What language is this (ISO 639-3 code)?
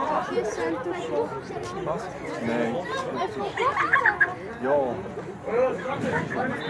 nld